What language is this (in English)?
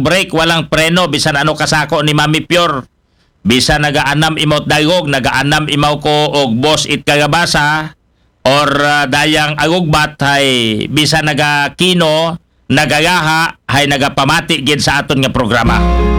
Aklanon